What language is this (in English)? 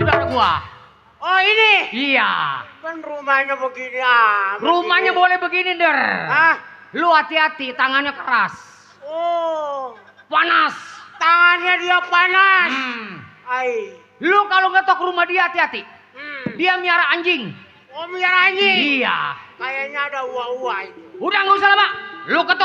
Betawi